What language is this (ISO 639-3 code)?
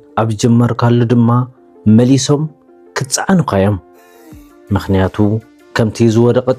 tir